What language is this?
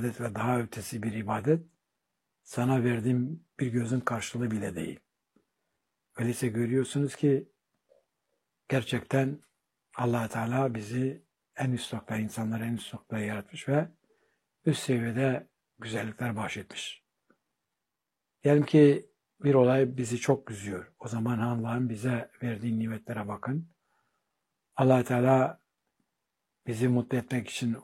Turkish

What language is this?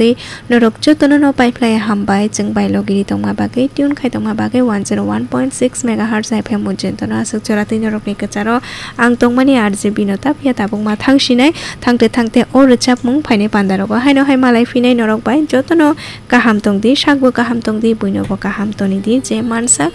Kok Borok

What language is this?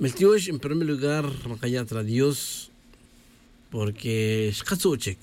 Tz'utujil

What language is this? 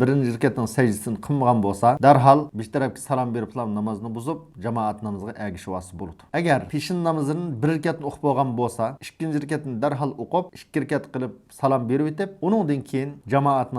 Uyghur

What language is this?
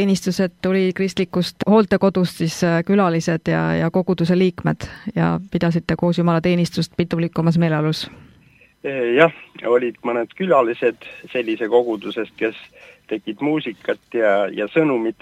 Estonian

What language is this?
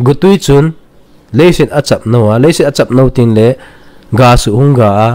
Thado Chin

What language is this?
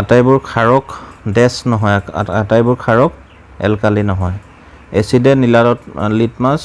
Assamese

